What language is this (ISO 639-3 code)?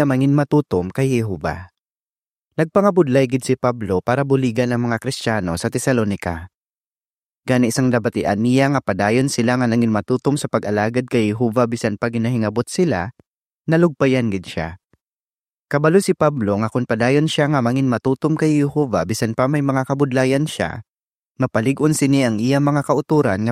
hil